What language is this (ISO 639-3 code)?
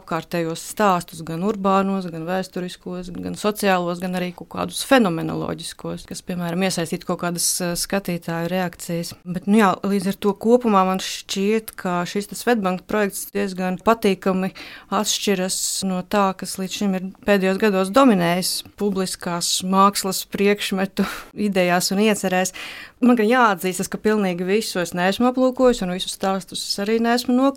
lav